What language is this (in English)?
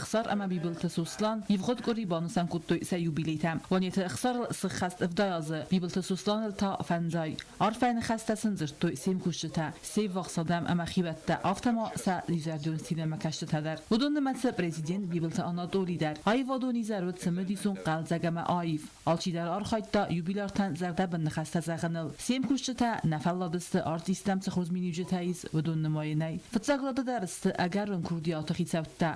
Ossetic